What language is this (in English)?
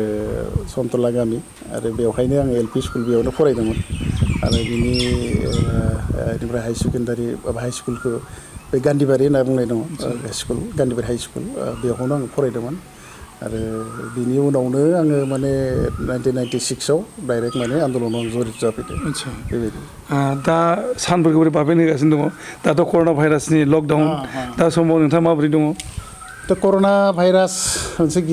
Bodo